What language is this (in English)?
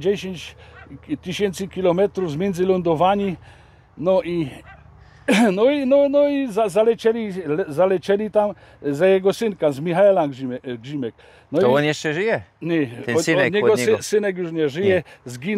Silesian